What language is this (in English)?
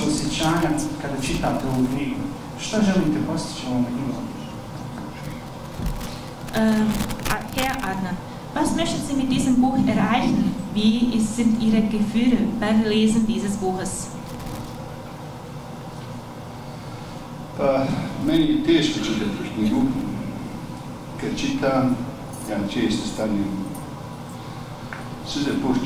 Bosnian